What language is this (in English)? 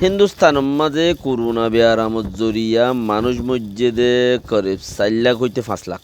Rohingya